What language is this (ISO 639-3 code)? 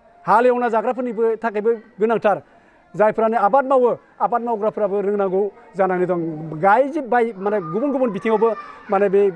brx